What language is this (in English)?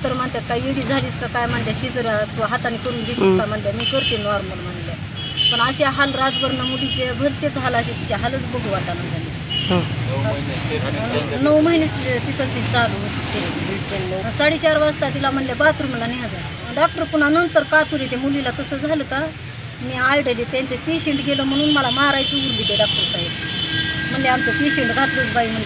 Marathi